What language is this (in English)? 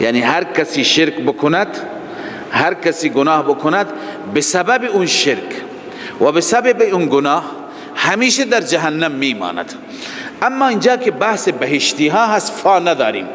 Persian